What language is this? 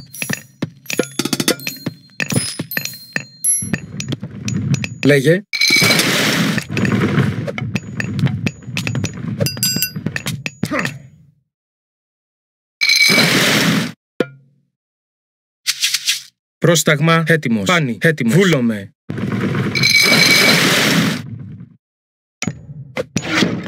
Greek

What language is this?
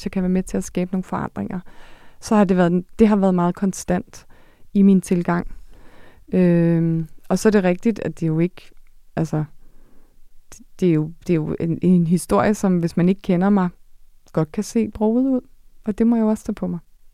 Danish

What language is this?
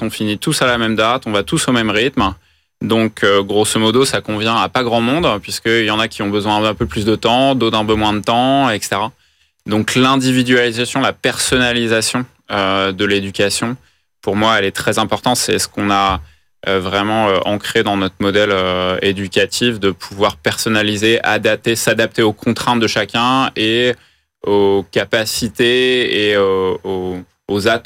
French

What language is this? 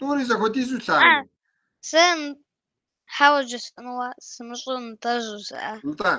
Kabardian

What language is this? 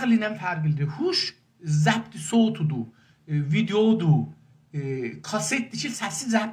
South Azerbaijani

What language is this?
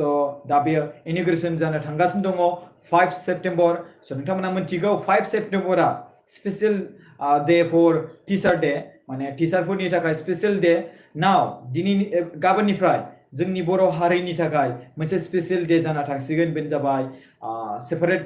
Bodo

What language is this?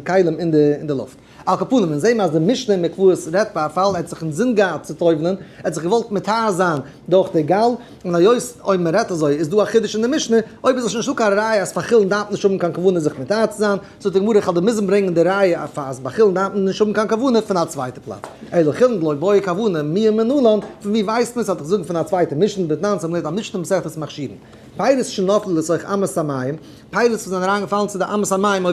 Yiddish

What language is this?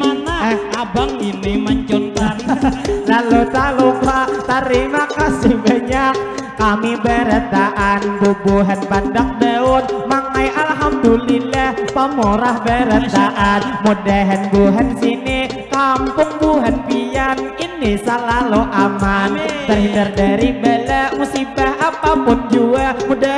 Banjar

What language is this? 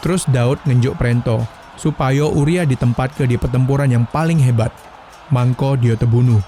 Musi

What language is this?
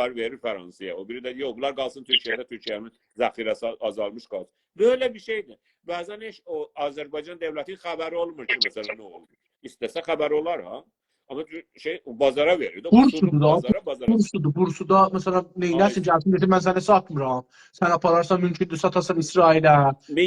South Azerbaijani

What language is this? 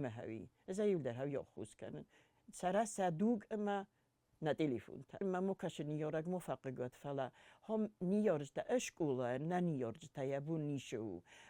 Ossetic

